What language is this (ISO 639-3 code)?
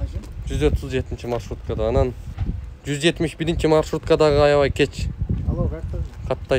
kir